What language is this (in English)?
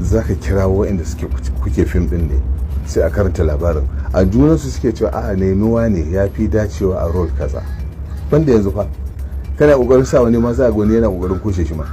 Hausa